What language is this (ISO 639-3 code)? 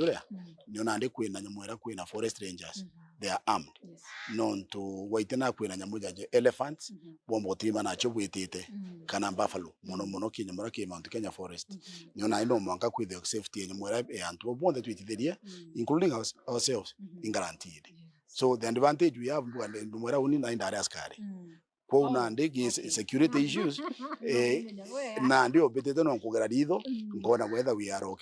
mer